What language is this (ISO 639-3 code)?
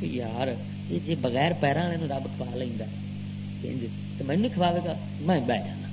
lah